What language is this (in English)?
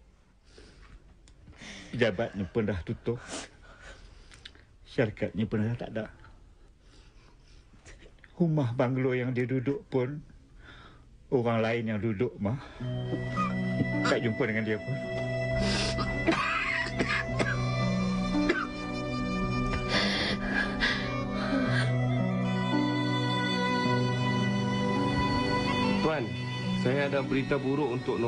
Malay